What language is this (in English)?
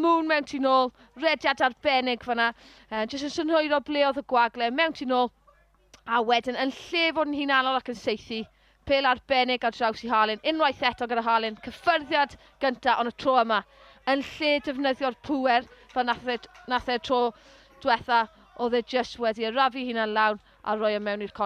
Welsh